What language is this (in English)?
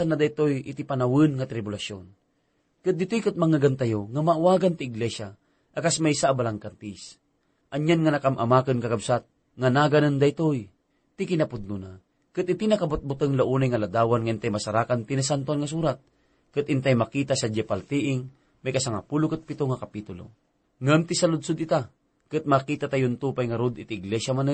Iloko